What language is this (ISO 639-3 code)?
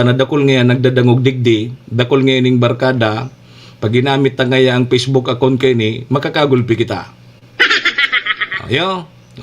bik